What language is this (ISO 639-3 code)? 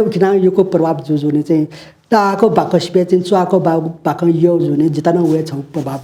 new